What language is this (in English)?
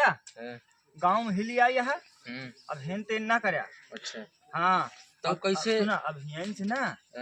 Awadhi